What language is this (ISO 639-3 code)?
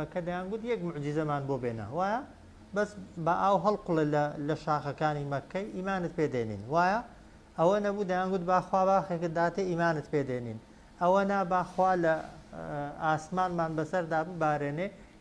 ckb